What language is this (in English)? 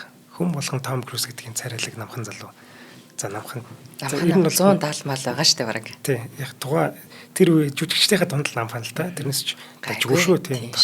Mongolian